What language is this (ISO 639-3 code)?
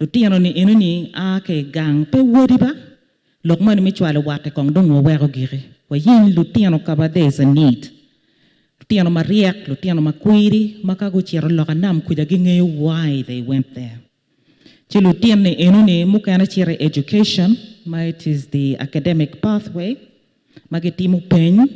ach